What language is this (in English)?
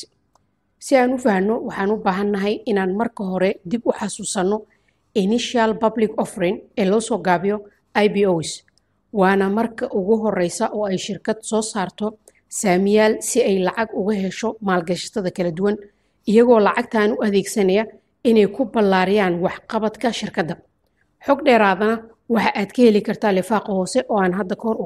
Somali